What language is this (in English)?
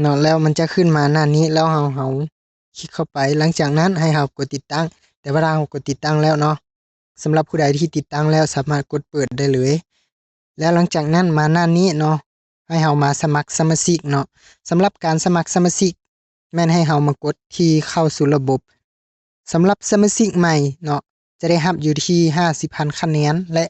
Lao